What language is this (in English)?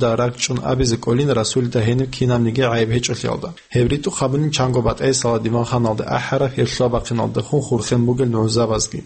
Avaric